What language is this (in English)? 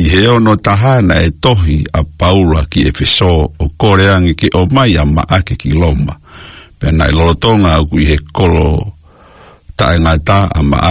Tongan